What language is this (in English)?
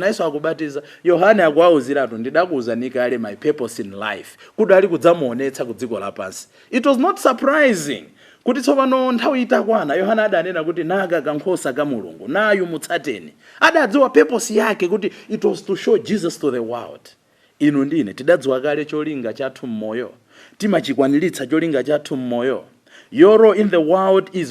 Nyanja